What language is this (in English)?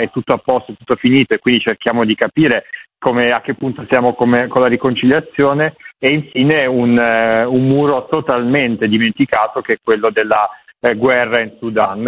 Italian